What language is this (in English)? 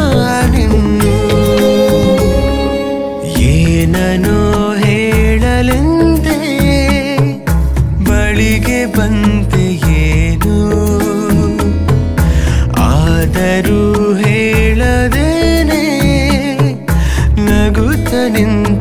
Kannada